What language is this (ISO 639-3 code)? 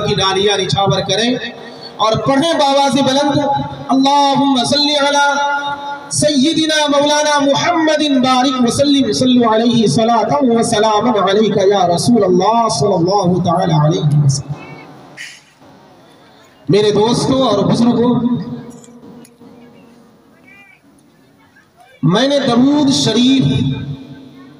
urd